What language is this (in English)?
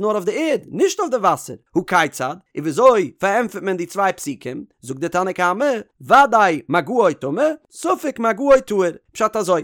Yiddish